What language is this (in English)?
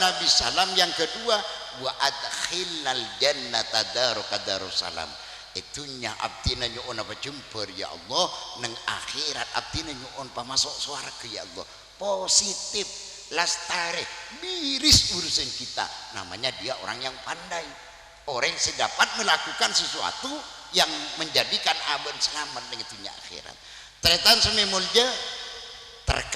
Madurese